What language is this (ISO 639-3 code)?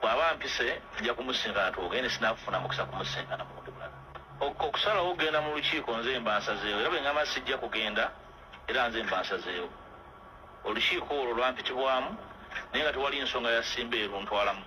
lug